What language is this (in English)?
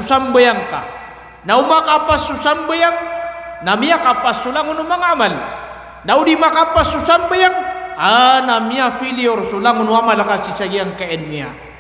Maranao